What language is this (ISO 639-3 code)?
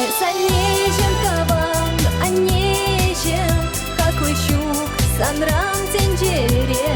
chv